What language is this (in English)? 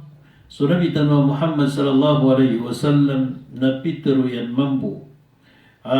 Maranao